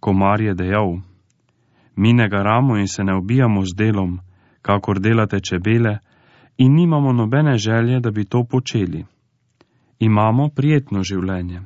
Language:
Slovenian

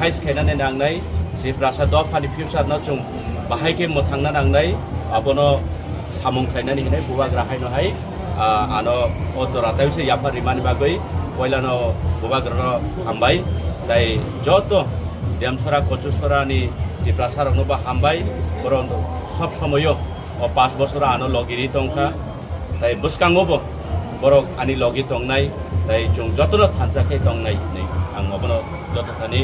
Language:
Kok Borok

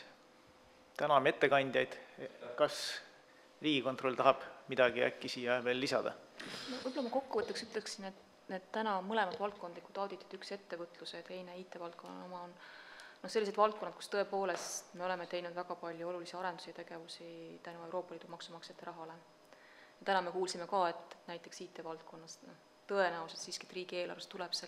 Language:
Estonian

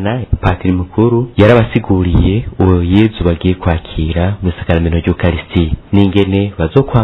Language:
Rundi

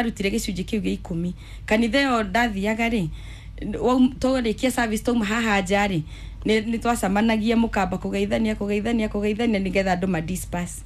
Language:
Kikuyu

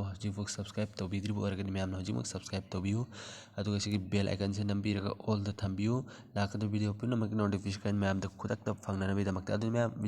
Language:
Manipuri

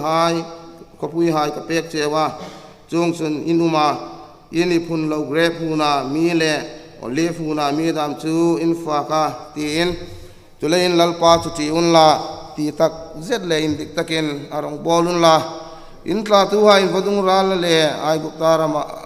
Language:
Hmar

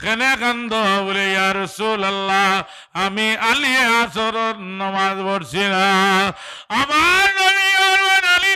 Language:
Sylheti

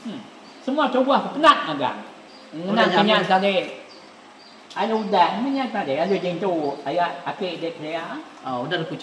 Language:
Iban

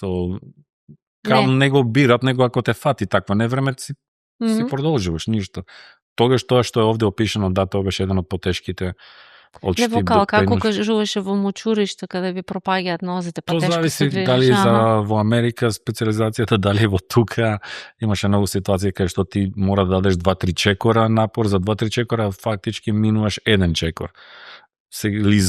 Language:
Macedonian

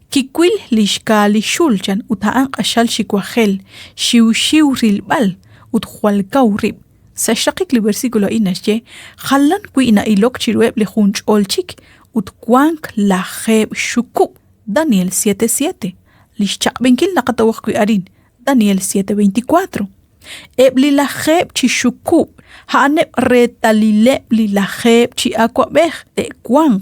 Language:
Kekchí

